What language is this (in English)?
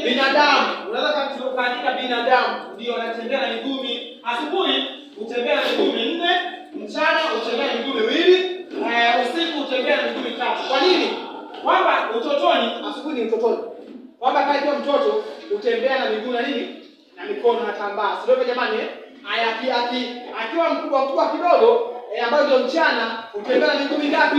Swahili